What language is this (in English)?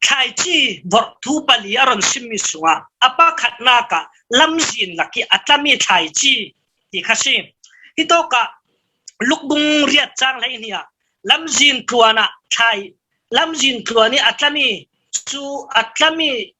Falam Chin